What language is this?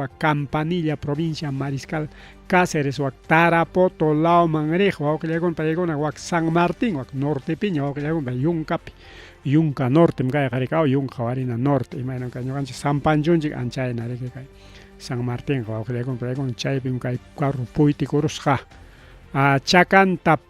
Ayacucho Quechua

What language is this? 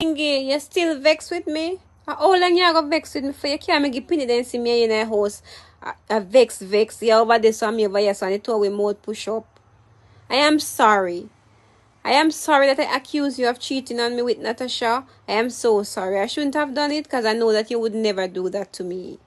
Jamaican Creole English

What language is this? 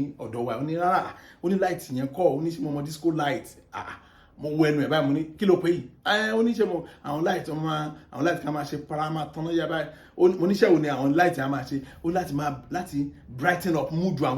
Yoruba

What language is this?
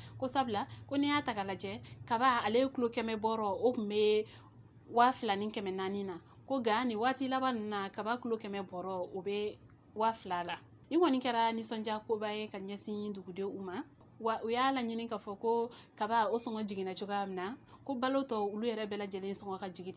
Bambara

